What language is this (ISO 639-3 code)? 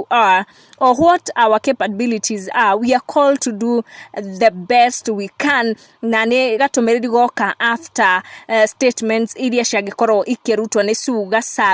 kik